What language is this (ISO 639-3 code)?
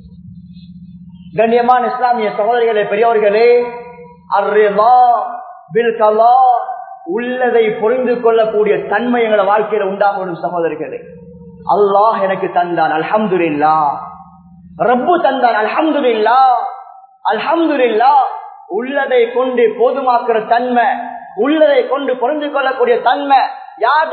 tam